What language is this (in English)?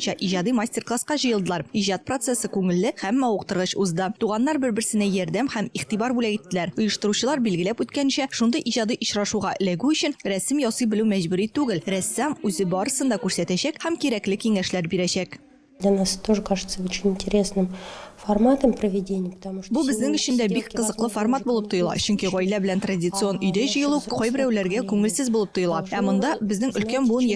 Tatar